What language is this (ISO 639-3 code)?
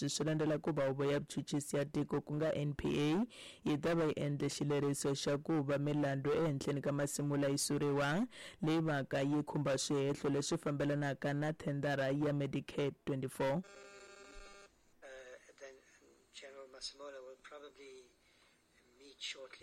tso